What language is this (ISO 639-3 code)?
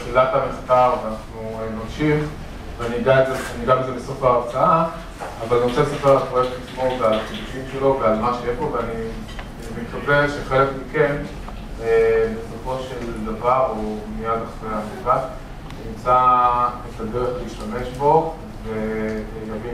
heb